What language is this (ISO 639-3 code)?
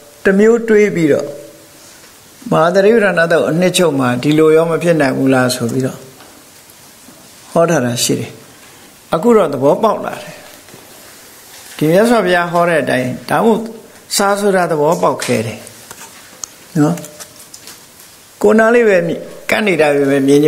mya